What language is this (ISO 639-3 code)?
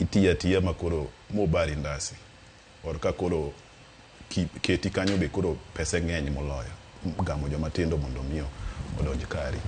luo